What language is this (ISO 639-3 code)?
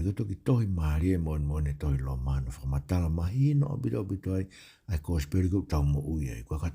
ton